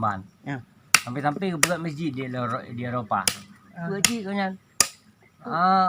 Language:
Achinese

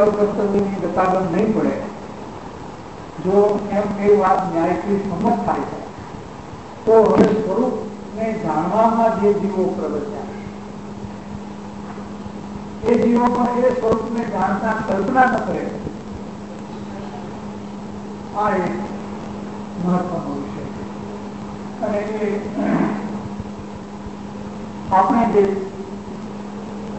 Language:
Gujarati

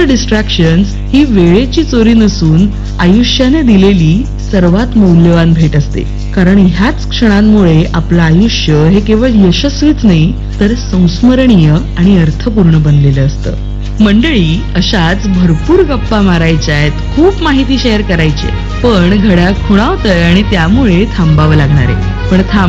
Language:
Marathi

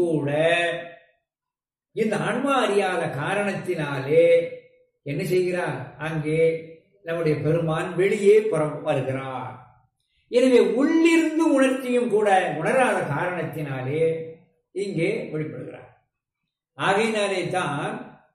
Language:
Tamil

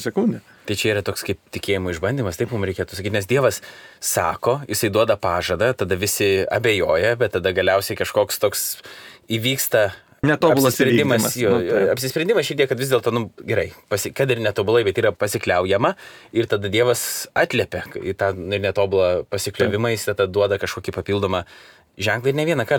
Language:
Lithuanian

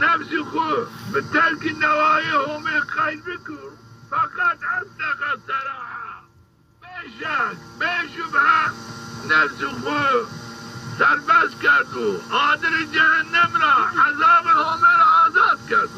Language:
Zaza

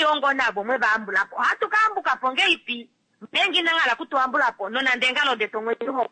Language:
Kuanyama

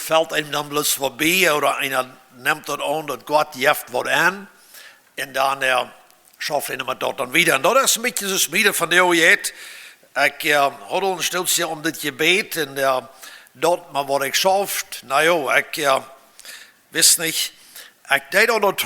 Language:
Plautdietsch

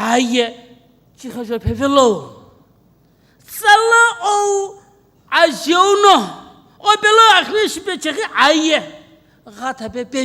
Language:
Sumi Naga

